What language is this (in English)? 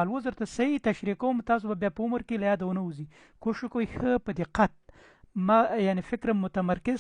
Pashto